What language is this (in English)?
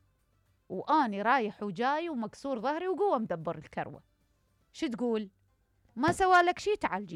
Mesopotamian Arabic